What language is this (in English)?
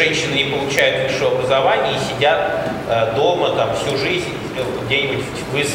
Russian